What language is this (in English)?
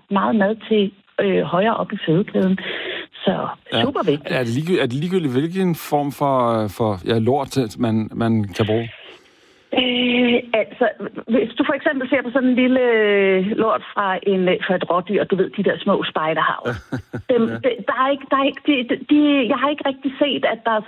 Danish